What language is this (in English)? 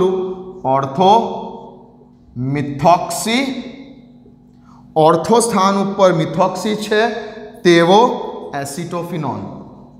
Gujarati